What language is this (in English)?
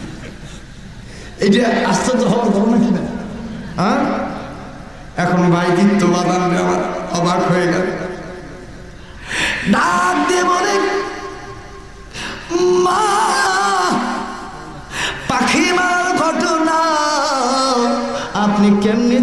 Bangla